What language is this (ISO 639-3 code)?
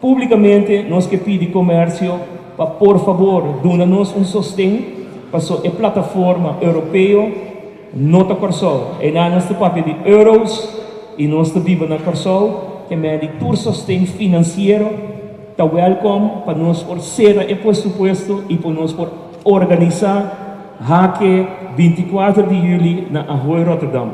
pap